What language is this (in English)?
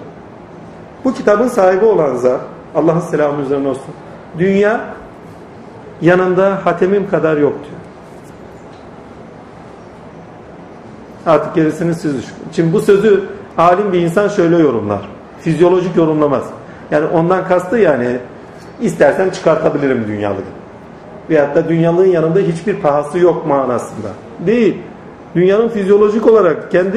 Turkish